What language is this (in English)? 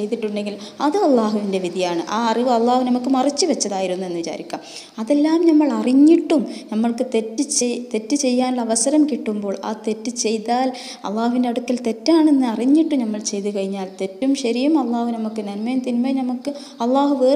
Malayalam